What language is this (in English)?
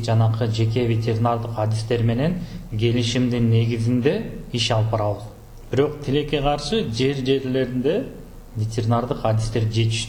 Kyrgyz